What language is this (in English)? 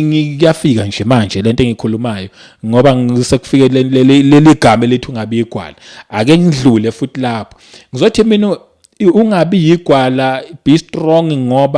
Zulu